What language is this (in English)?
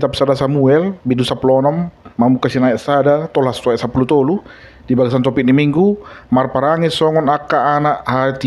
Batak Toba